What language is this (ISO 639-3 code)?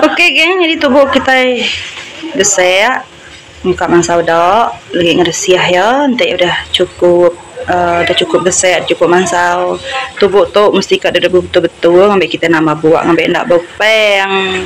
iba